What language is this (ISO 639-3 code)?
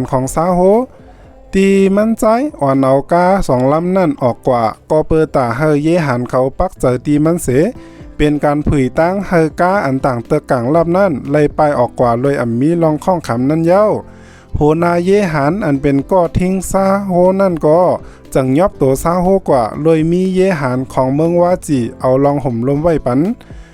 shn